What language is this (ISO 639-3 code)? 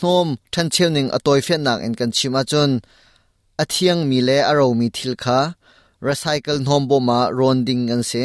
cnh